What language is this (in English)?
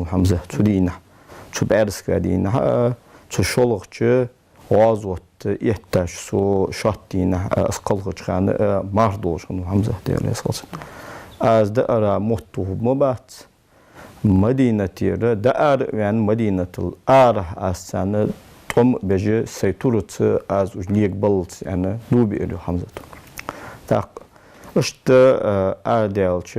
Ingush